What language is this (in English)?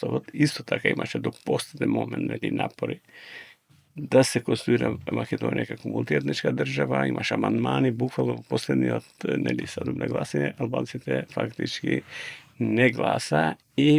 Macedonian